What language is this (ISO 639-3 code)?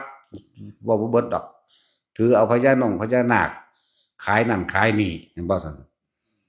tts